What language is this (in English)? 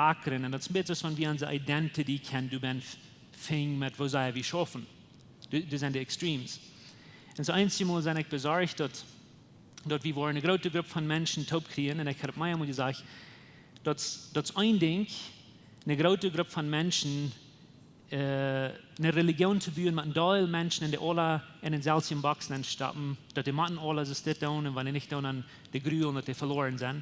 Plautdietsch